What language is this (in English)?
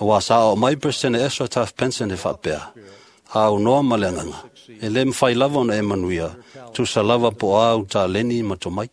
Samoan